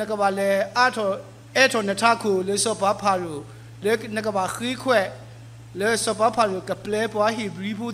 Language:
S'gaw Karen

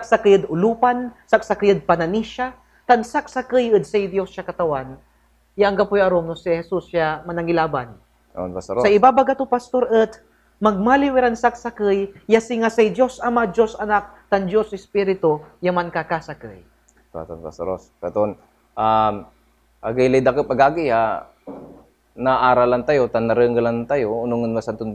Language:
Pangasinan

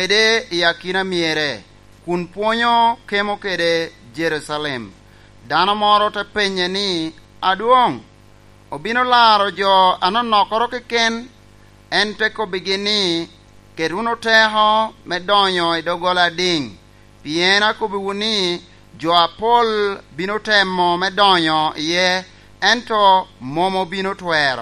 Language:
Lango (Uganda)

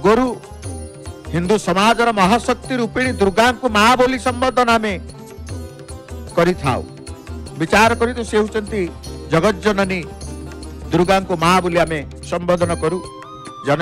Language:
Odia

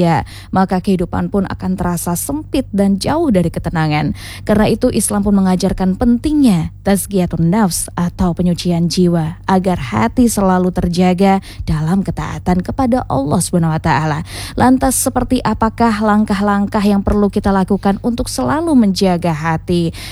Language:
Indonesian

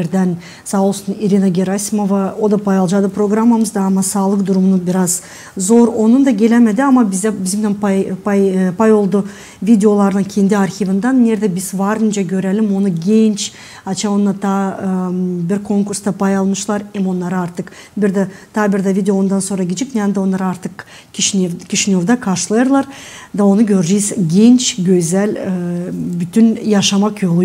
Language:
Gagauz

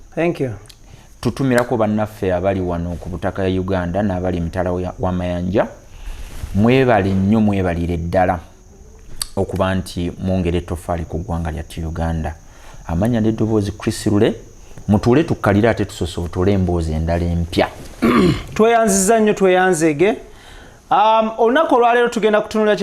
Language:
Ganda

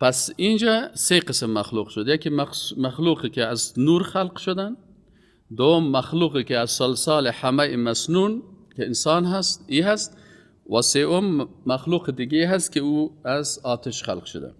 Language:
Persian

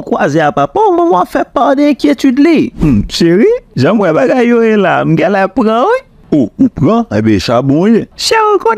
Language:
Haitian Creole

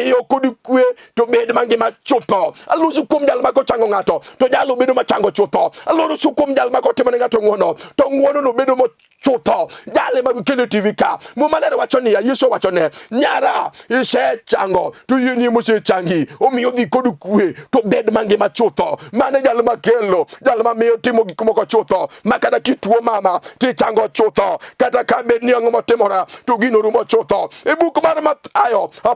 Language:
Luo (Kenya and Tanzania)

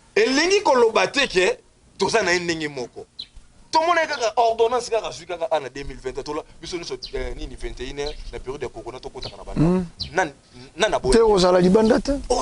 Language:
Lingala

